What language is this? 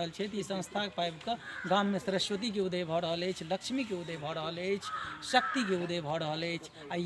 Maithili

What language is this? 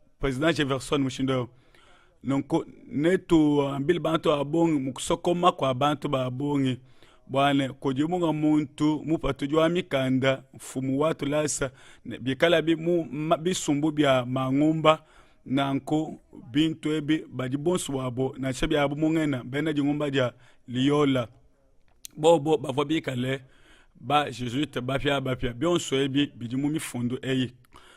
Luba-Lulua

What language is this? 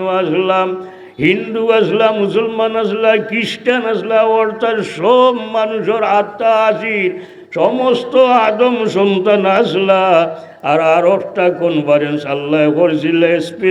Sylheti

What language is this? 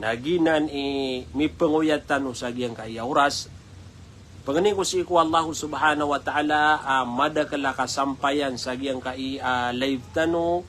Maranao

